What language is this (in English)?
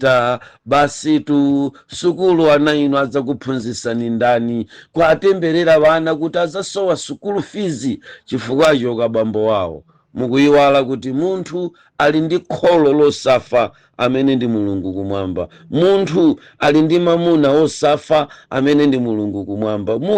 Nyanja